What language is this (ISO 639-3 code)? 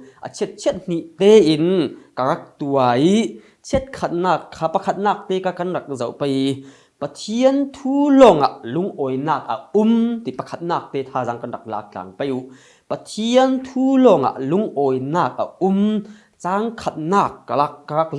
cfm